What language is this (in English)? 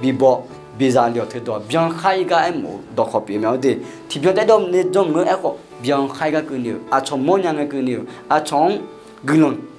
Akha